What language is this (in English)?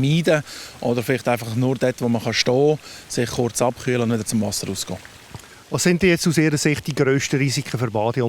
Swiss German